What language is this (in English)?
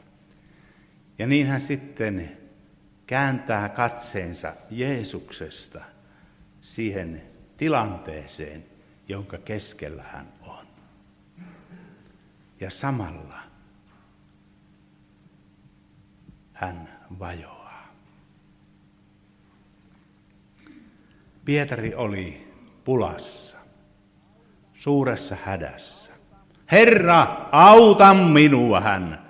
Finnish